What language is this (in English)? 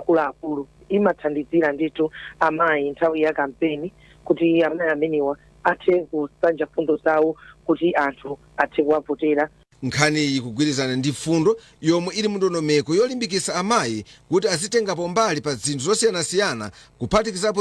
Nyanja